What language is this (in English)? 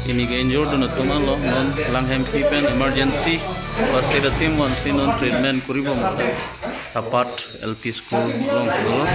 Karbi